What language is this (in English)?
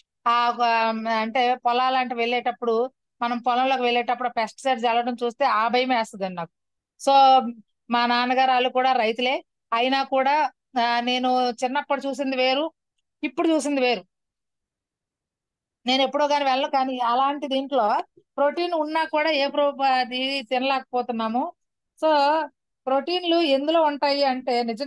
Telugu